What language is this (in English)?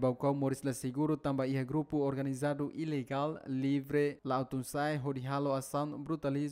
Tetum